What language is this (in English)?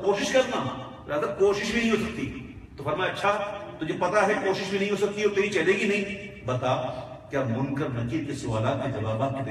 Urdu